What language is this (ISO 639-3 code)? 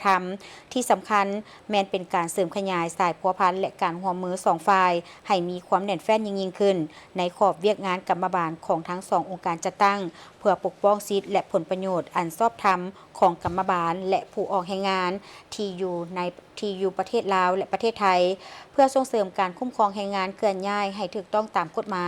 lao